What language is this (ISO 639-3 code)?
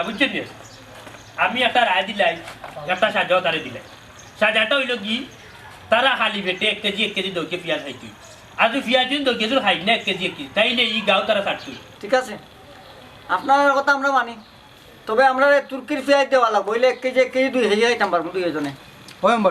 syl